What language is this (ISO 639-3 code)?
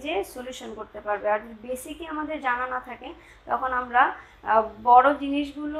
ben